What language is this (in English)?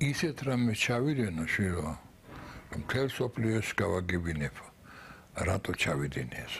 Georgian